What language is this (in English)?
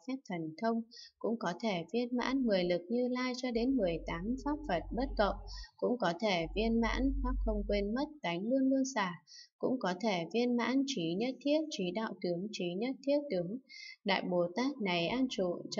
Vietnamese